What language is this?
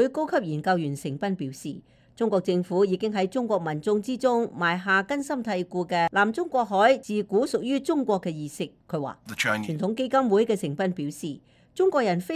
Cantonese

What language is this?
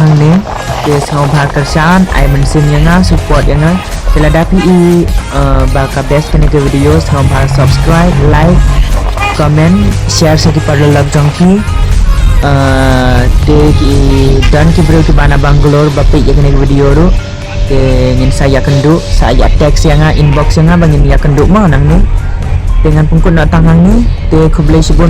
Khasi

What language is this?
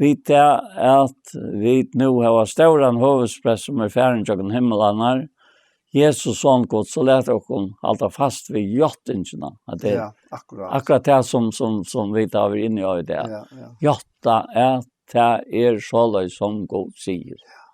Faroese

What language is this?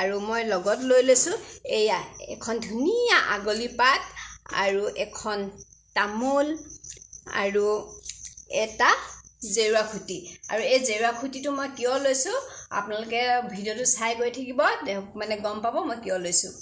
Assamese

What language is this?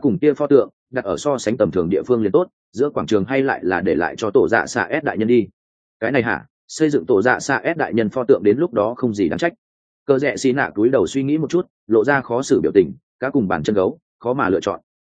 Vietnamese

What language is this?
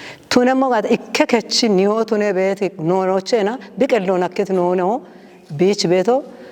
Kafa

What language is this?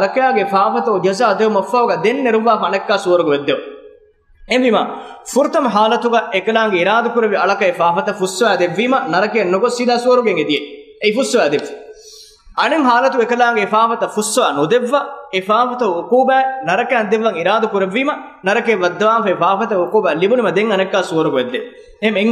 Divehi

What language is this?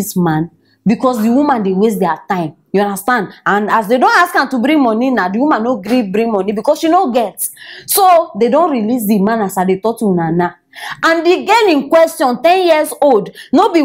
Nigerian Pidgin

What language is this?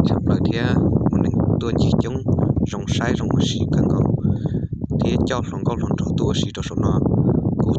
Hmong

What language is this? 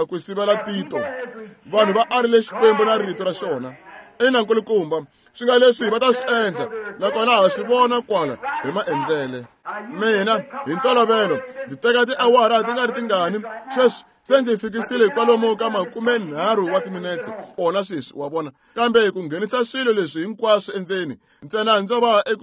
Tsonga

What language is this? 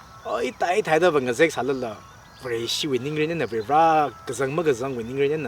Tangkhul Naga (India)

